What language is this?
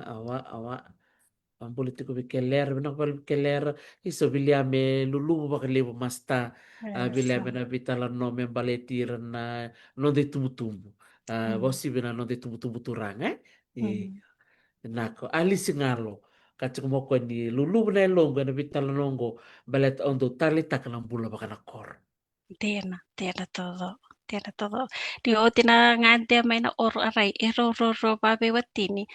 Fijian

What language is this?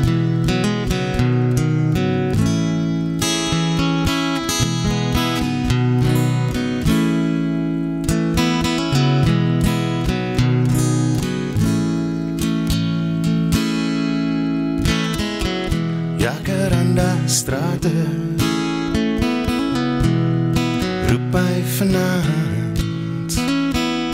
Afrikaans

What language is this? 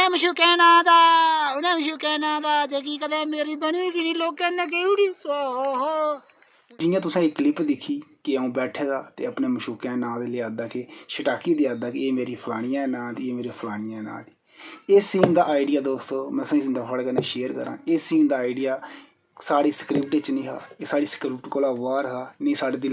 Dogri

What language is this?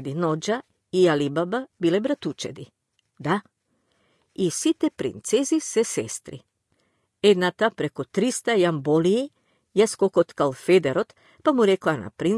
Macedonian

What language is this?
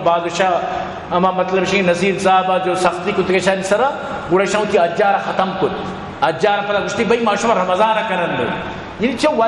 Eastern Balochi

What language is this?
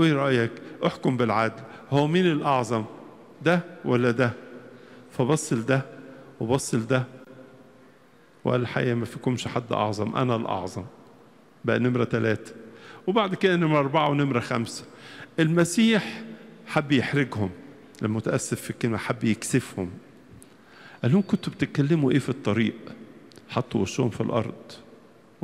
Egyptian Arabic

